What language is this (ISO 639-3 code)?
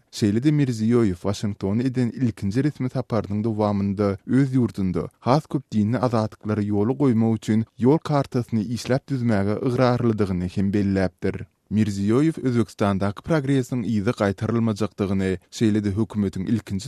tuk